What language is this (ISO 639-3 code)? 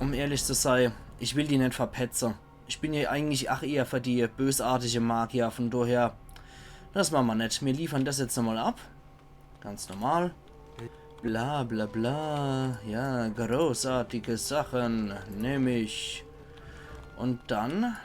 pfl